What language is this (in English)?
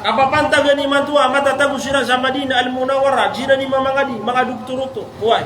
Maranao